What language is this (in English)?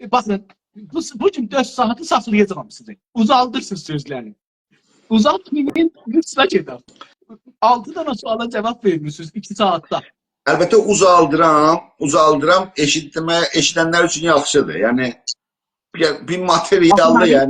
South Azerbaijani